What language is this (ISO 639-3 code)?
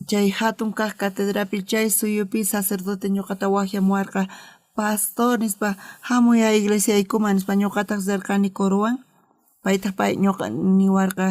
quh